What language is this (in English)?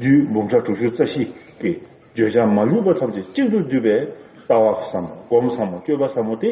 Tibetan